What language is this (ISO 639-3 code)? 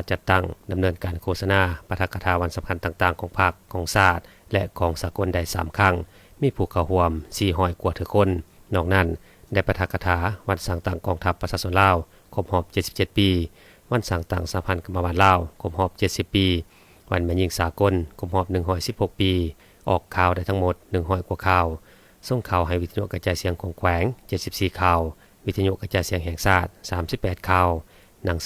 lao